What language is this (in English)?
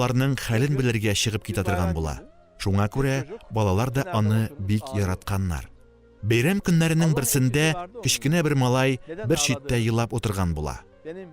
Tatar